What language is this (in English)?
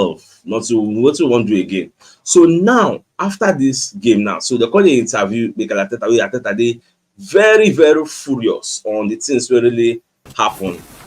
Nigerian Pidgin